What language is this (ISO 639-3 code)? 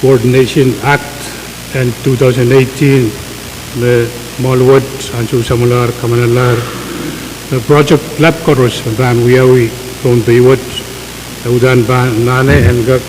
pon